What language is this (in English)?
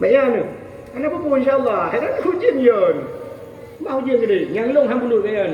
Achinese